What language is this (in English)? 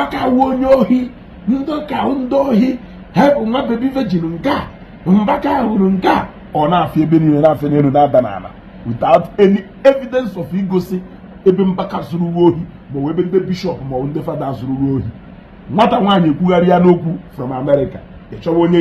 Igbo